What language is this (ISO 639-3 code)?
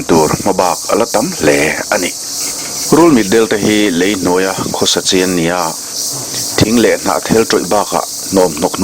lus